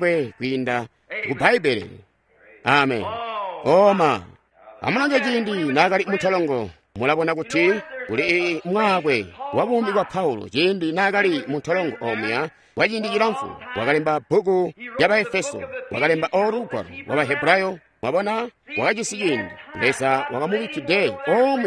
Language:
Tonga (Zambia)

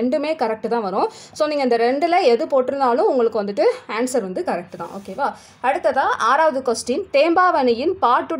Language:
Tamil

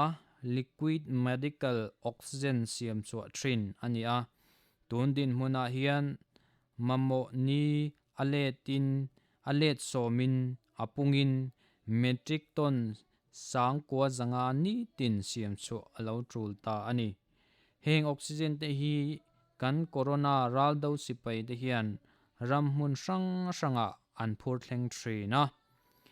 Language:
Mizo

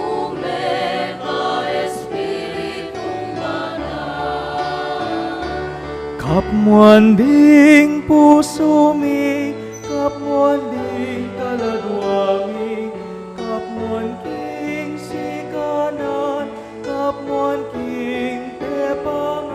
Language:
Pampanga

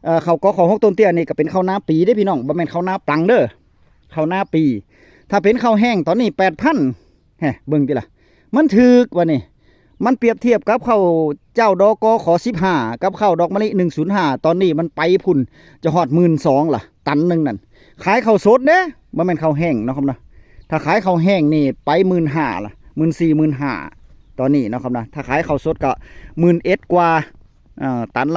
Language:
Northeastern Thai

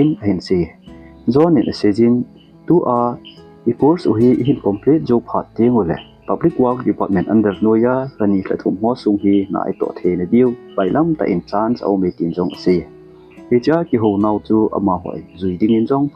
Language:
Thado Chin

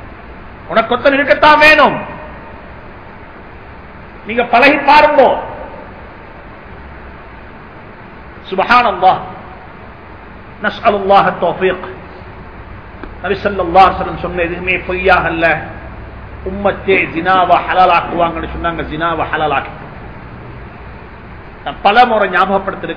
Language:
Tamil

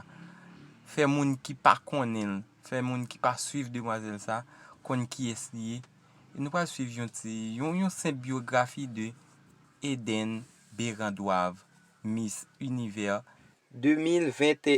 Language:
Haitian Creole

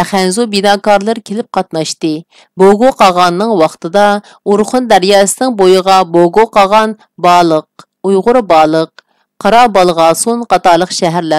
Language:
Uyghur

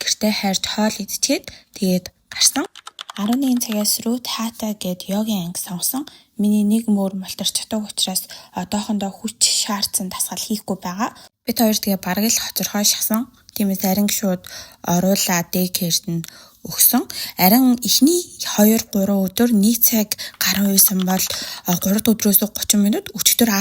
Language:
Mongolian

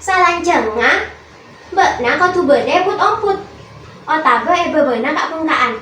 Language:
Madurese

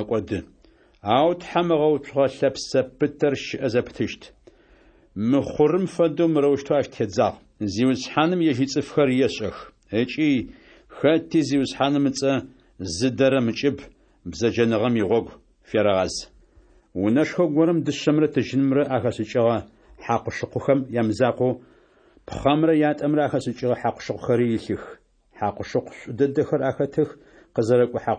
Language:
Adyghe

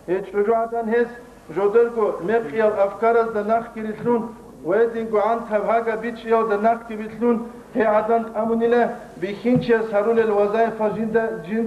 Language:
Avaric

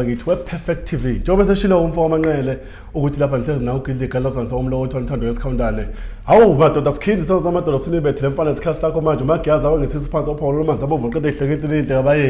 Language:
Zulu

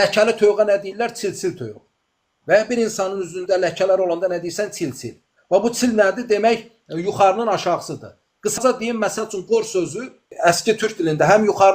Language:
Azerbaijani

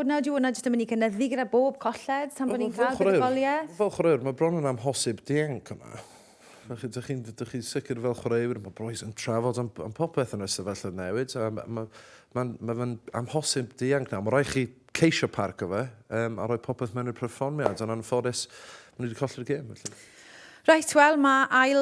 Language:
Welsh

